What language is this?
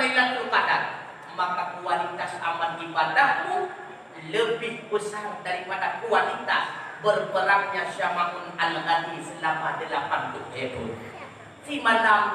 Achinese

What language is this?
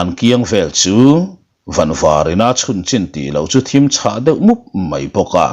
Mizo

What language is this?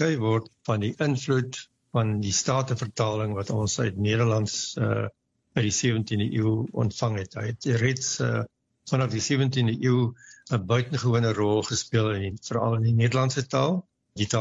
Afrikaans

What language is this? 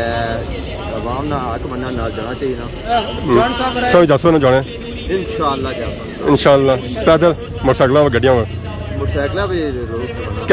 Pahari-Potwari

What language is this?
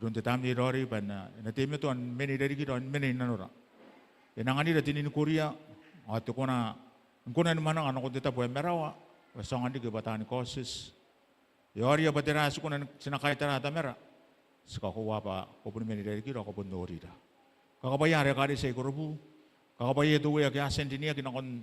Gilbertese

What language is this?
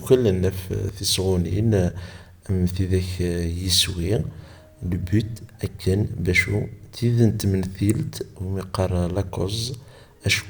Kabyle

